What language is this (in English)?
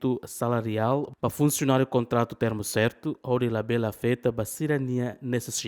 Tetum